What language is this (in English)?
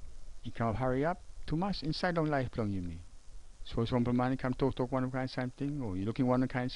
Tok Pisin